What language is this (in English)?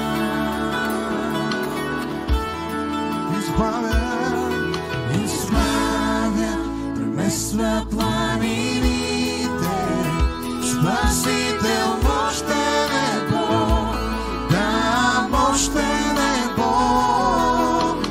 Bulgarian